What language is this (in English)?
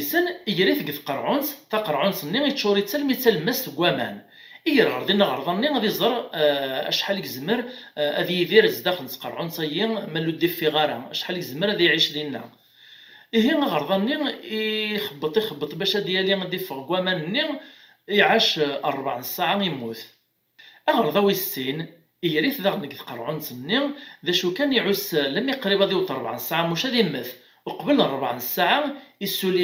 Kabyle